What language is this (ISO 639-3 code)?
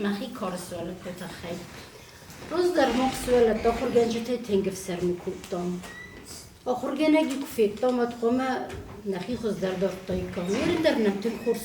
oss